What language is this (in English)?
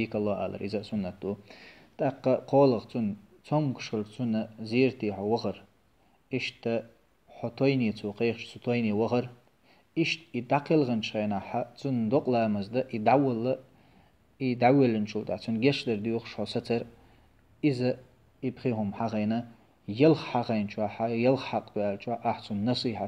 Chechen